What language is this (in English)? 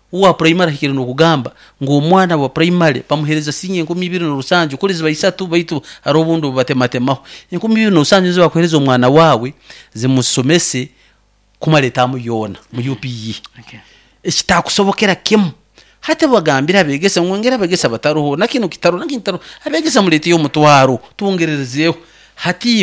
Nyoro